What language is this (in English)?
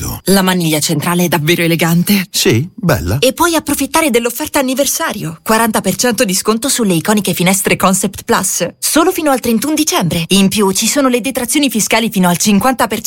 Italian